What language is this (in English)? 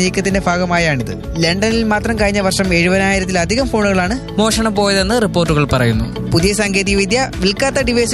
Malayalam